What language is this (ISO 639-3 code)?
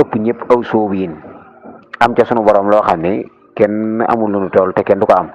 wol